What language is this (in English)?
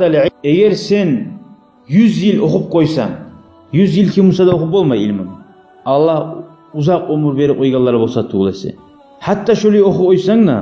Kumyk